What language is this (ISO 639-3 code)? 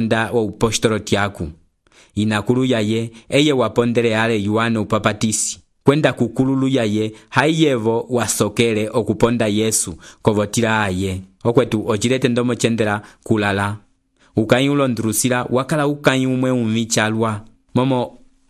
umb